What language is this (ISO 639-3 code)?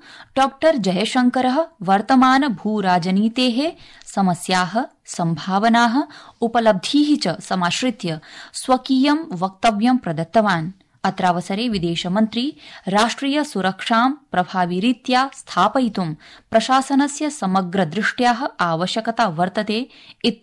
san